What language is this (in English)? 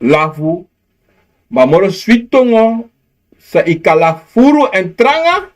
Sranan Tongo